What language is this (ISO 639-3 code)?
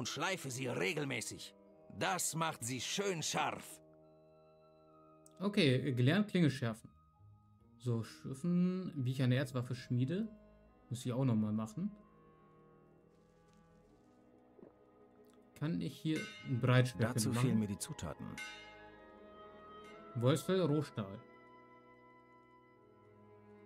deu